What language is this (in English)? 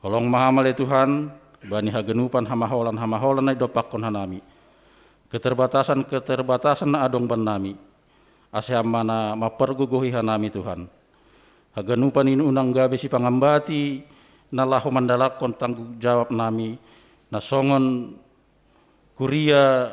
Batak Simalungun